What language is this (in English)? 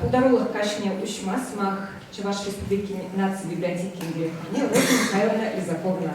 Chuvash